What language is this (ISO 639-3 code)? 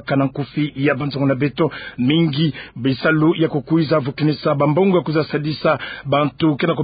ktu